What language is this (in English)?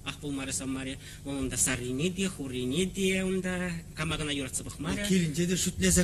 Chuvash